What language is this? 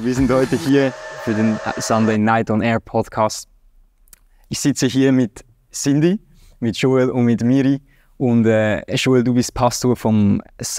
Swiss German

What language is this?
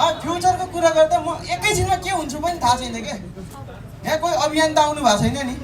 Nepali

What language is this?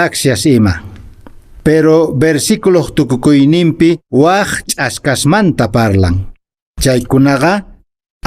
Quechua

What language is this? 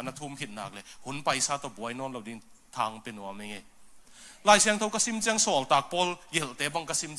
Tedim Chin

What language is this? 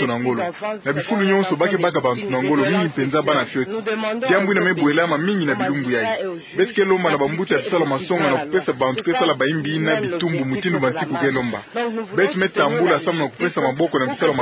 Kituba (Democratic Republic of Congo)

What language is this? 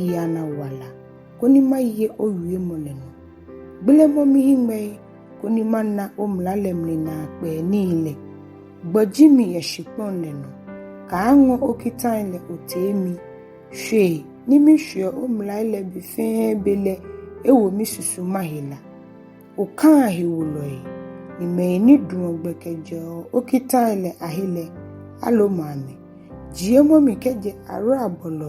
Ga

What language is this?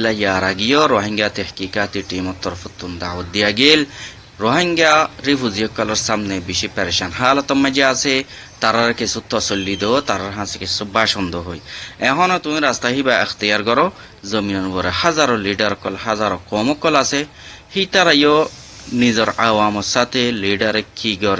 Rohingya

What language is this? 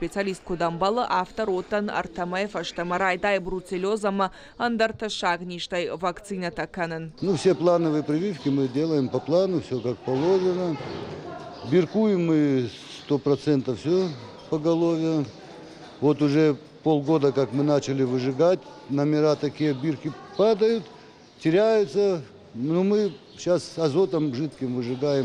Ossetic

